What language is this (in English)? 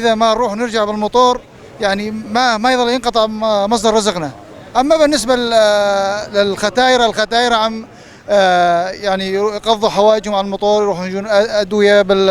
North Levantine Arabic